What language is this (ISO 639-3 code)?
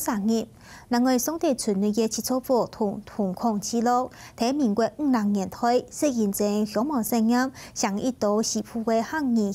hak